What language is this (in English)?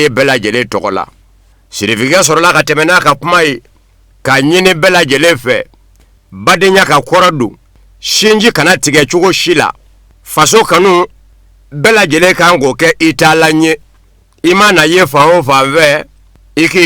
Bambara